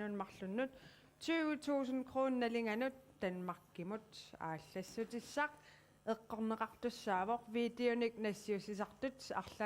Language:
Kalaallisut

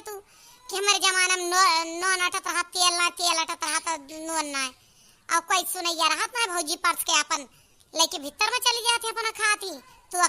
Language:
Awadhi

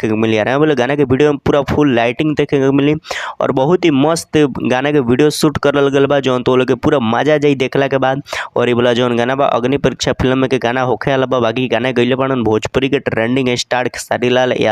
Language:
Bhojpuri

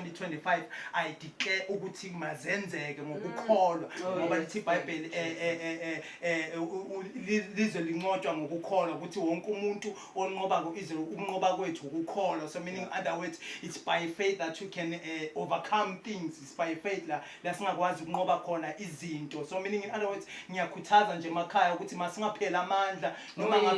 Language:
Zulu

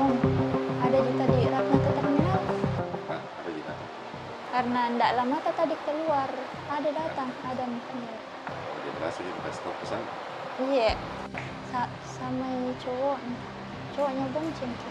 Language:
Makassar Malay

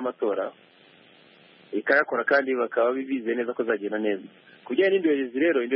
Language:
Kinyarwanda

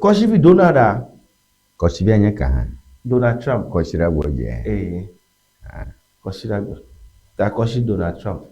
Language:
Ewe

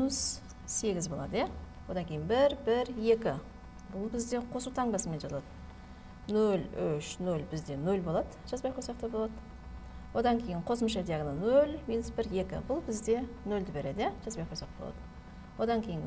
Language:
Kazakh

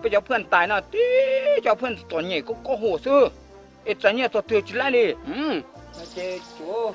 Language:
Hmong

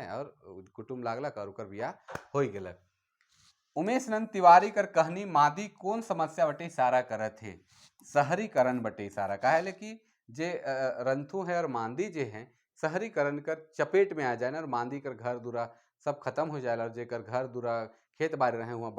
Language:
Sadri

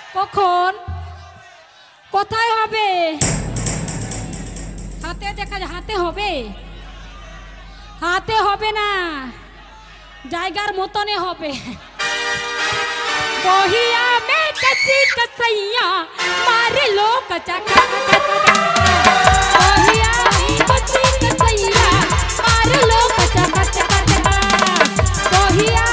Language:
Bhojpuri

